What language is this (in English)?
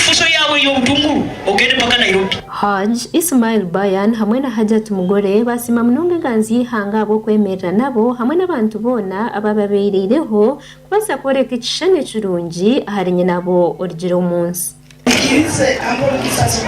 Nyankole